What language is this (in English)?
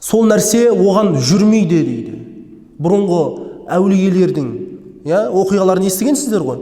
Kazakh